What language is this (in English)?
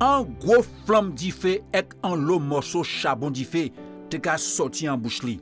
Guadeloupean Creole French